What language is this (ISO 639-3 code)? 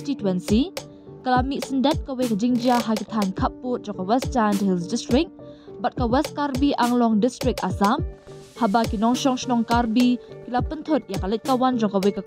kha